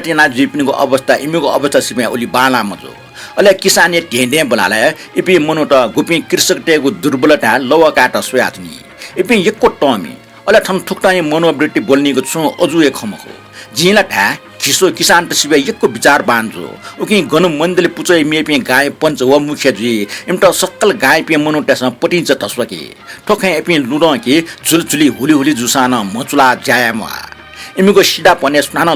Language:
Newari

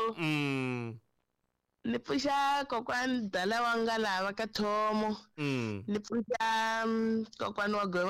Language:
Tsonga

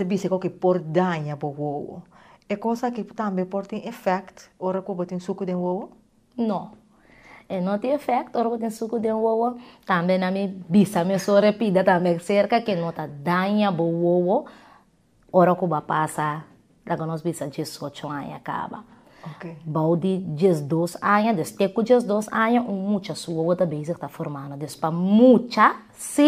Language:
Papiamento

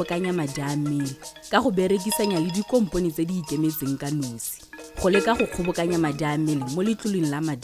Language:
Tswana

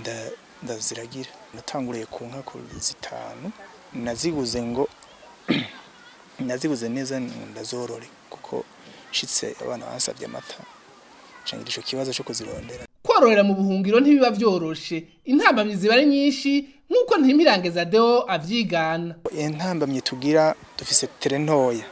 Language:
Rundi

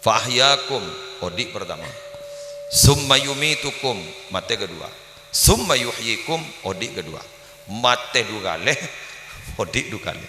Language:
Madurese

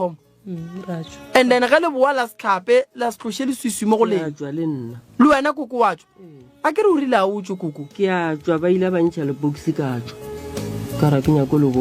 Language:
Northern Sotho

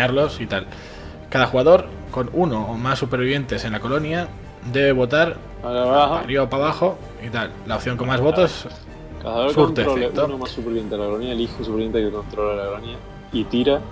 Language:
Spanish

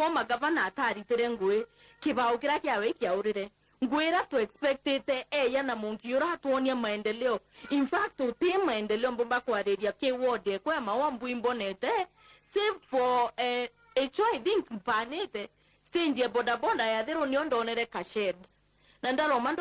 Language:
Meru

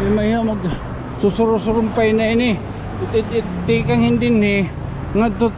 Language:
Waray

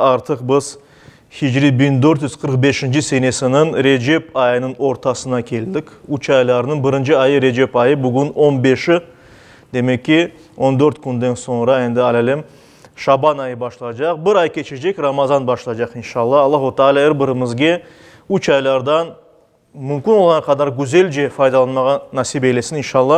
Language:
Crimean Tatar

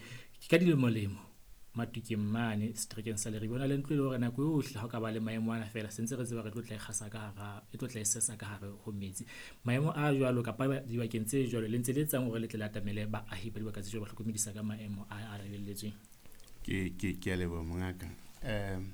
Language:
Southern Sotho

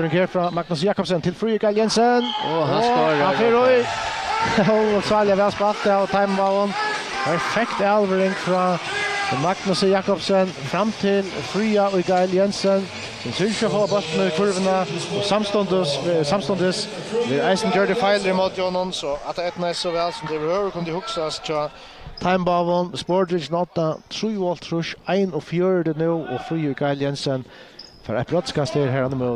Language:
Faroese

